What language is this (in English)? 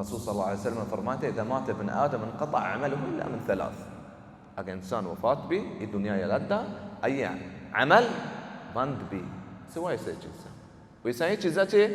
Baluchi